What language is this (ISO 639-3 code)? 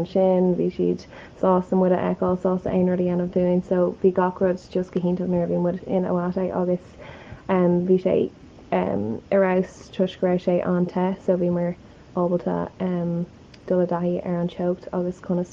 gle